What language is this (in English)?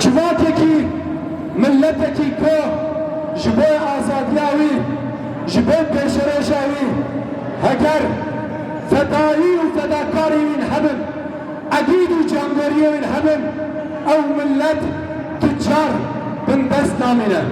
Kurdish